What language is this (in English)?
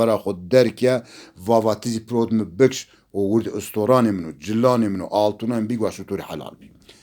Zaza